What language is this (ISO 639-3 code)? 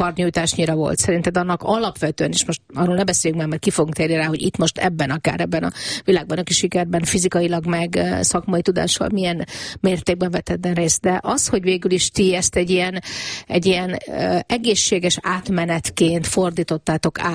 hun